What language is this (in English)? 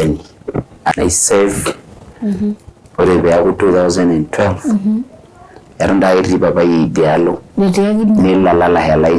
Masai